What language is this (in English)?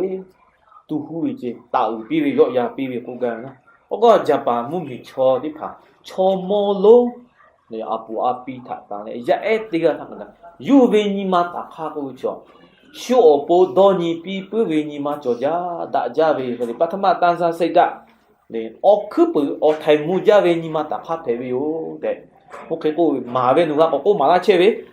Lahu